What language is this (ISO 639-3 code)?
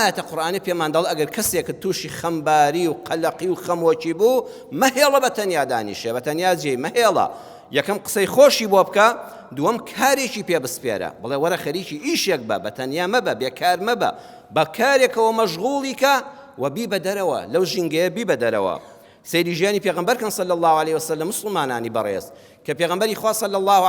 ckb